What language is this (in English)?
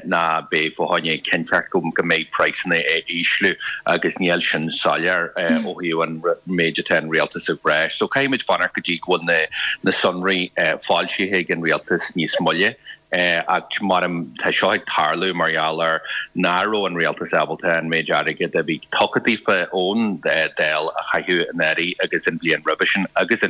Irish